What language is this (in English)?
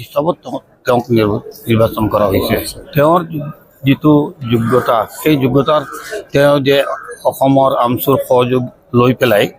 Assamese